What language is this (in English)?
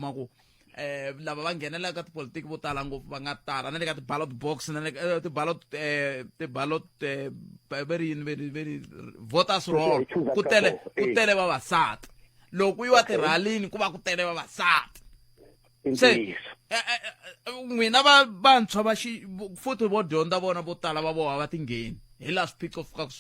Tsonga